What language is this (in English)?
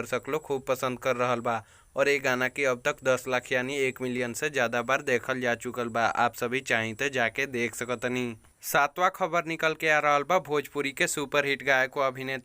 Bhojpuri